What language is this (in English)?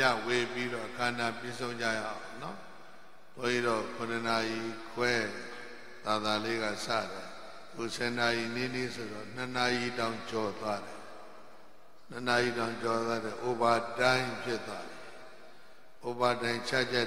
Burmese